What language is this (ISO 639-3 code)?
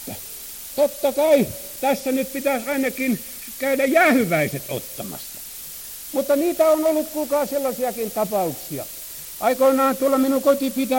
fin